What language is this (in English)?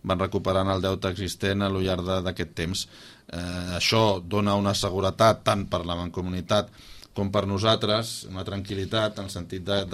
Catalan